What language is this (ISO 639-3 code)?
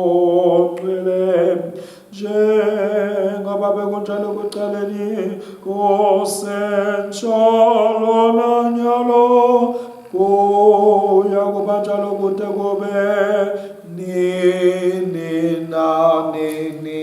ssw